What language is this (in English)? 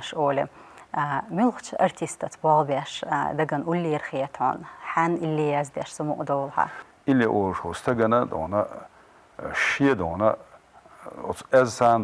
Chechen